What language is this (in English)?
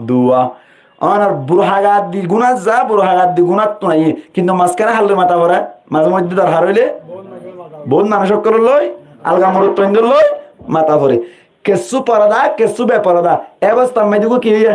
Rohingya